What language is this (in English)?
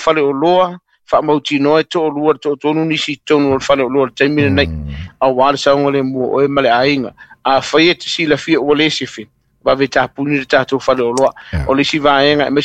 Samoan